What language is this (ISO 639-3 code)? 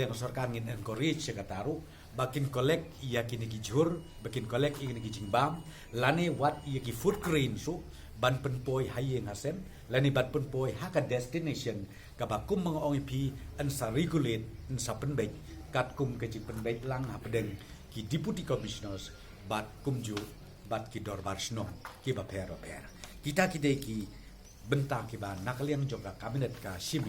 kha